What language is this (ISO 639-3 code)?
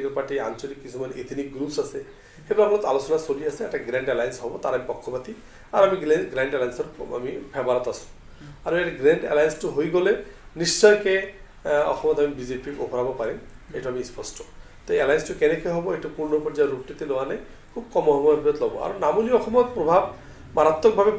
asm